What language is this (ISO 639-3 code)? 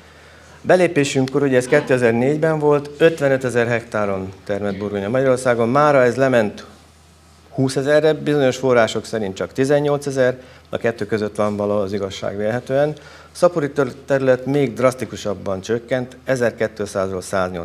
hun